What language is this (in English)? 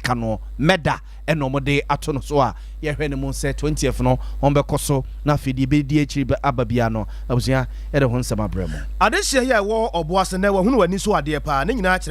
Akan